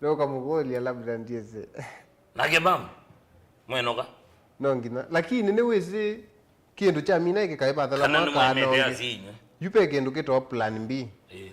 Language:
Kamba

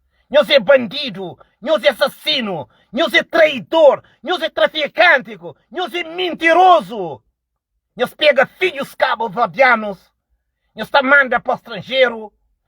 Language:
Kabuverdianu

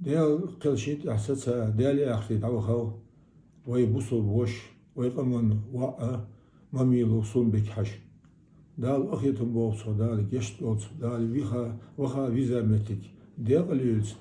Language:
Ingush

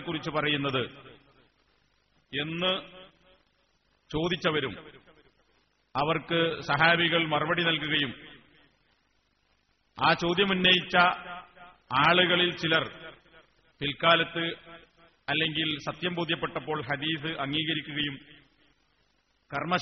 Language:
Malayalam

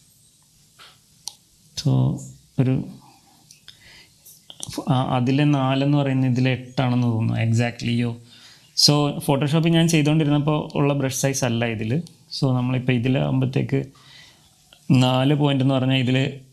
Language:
Malayalam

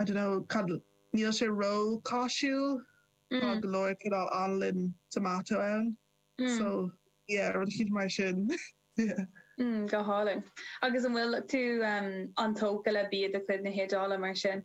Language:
Irish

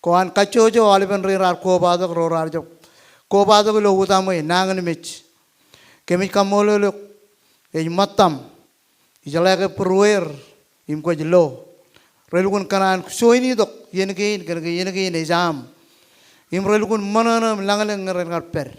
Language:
Marshallese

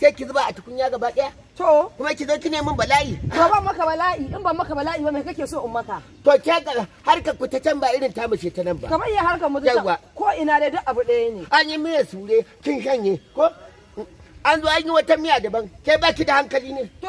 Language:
Hausa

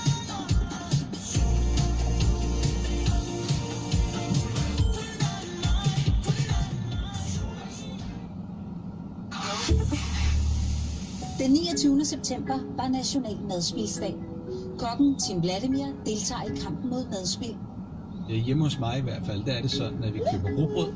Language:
Danish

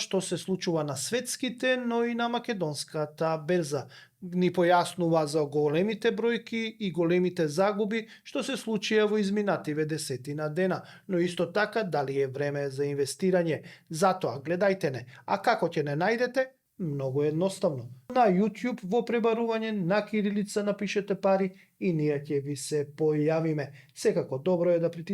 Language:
Macedonian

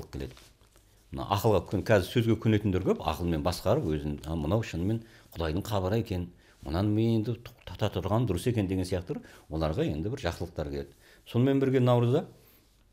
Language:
Kazakh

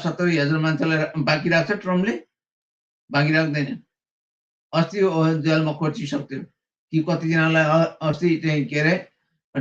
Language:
Nepali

